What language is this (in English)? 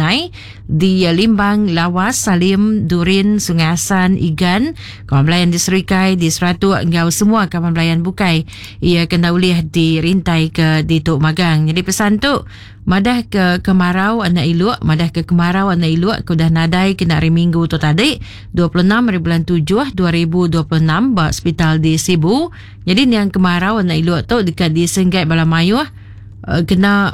Iban